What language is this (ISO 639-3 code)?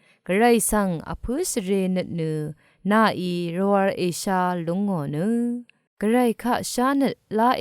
raw